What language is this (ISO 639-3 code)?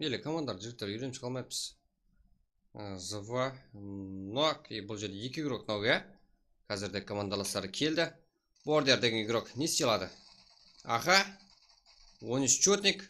kaa